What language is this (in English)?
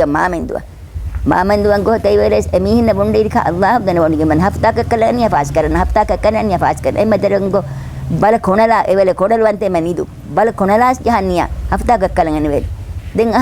Divehi